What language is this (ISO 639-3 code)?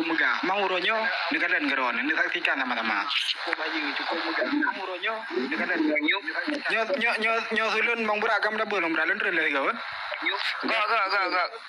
ace